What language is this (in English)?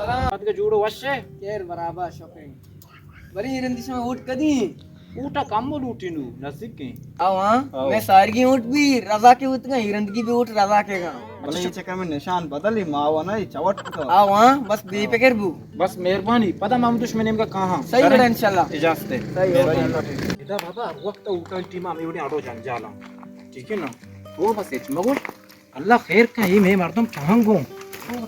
Baluchi